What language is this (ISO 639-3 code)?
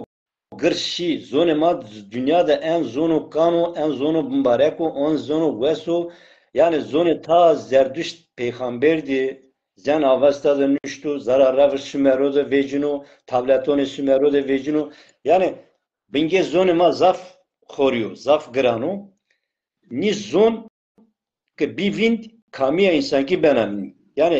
zza